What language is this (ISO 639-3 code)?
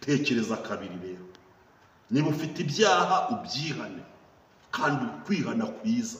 kin